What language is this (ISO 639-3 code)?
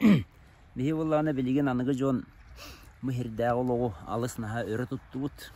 sah